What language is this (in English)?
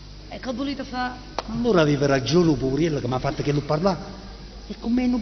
Neapolitan